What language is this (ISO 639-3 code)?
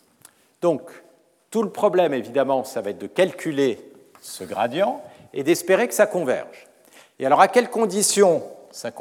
fra